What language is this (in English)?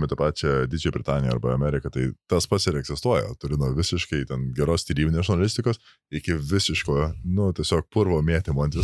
Lithuanian